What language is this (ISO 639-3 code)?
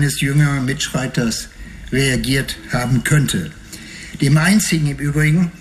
deu